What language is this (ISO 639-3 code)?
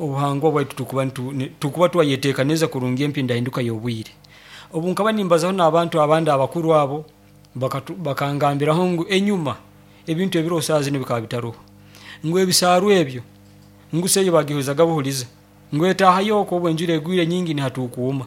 nyo